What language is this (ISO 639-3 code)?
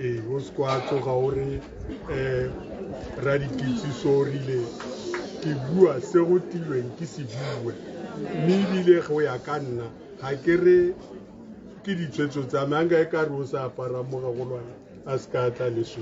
tsn